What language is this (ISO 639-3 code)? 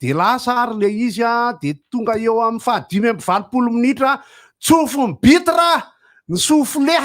mlg